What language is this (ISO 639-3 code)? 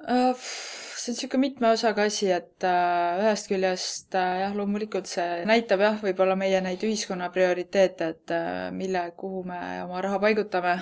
est